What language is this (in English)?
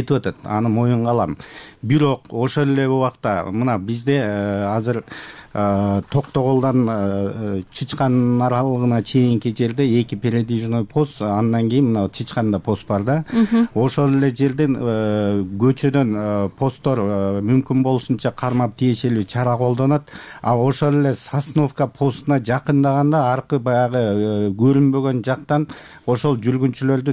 Kyrgyz